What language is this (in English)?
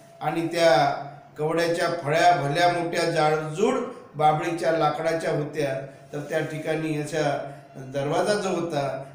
Marathi